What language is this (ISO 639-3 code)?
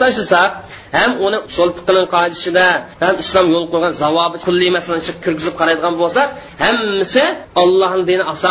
uig